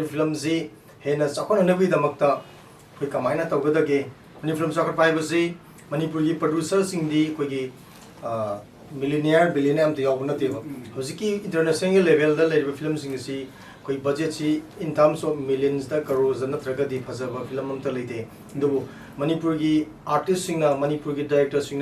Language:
Manipuri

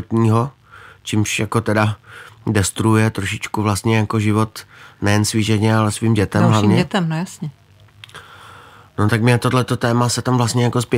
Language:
Czech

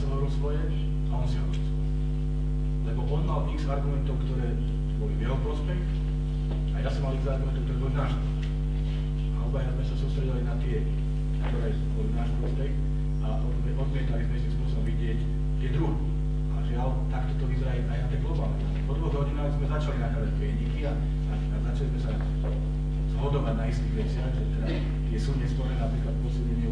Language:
Slovak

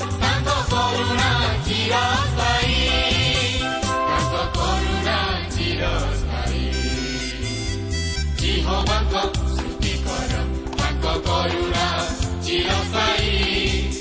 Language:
Odia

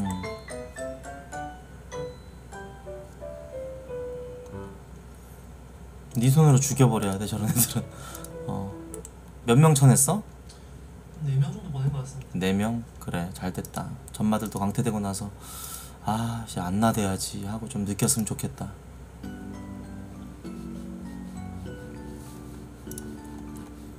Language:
Korean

